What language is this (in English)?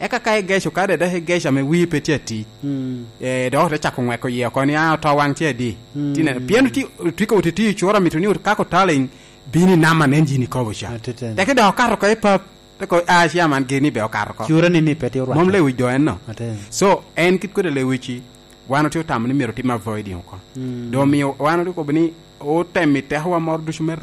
Lango (Uganda)